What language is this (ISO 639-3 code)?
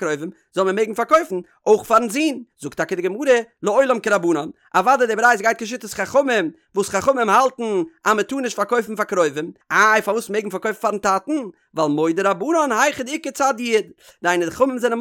yid